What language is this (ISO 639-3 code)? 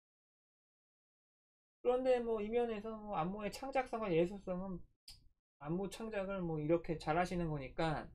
kor